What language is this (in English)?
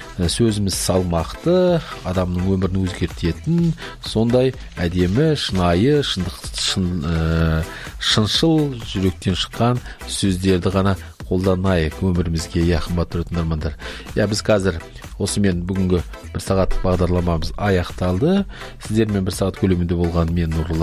Kazakh